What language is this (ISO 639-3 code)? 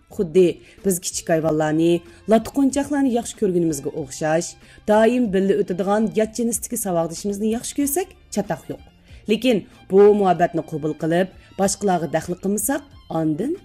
uig